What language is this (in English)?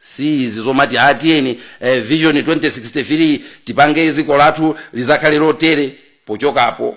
Nyanja